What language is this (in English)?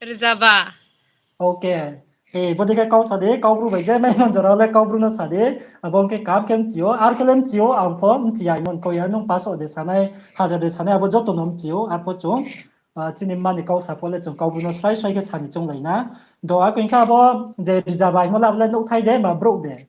Riang (India)